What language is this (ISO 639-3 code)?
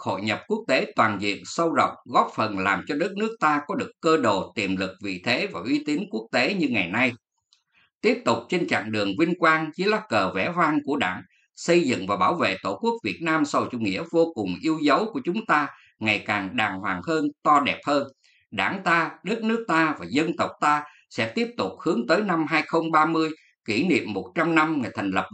vie